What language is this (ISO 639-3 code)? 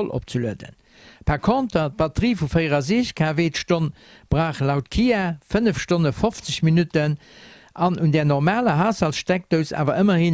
ltz